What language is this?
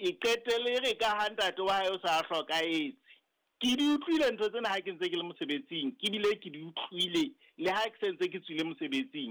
Southern Sotho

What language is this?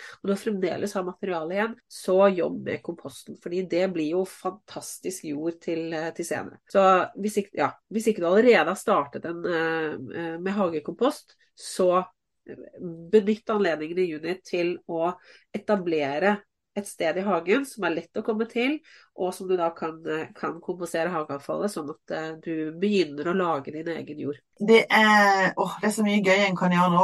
Norwegian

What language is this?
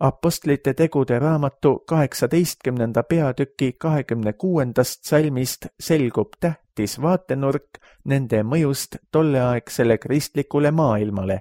Estonian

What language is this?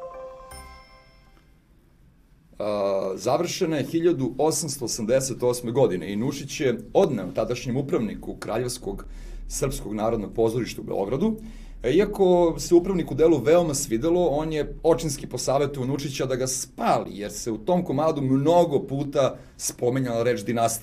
Serbian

